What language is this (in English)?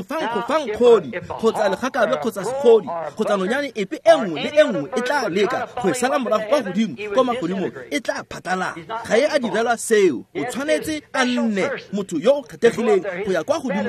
Tswana